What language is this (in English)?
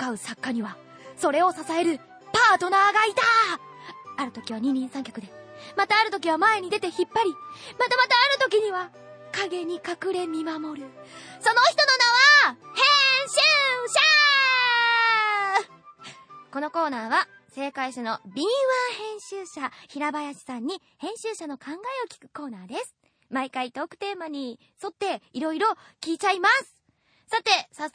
Japanese